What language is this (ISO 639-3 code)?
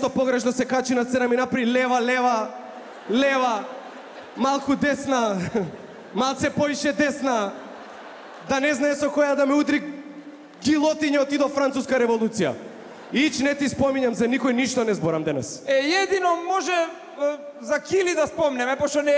mkd